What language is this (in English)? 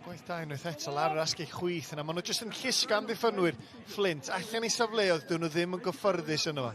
Welsh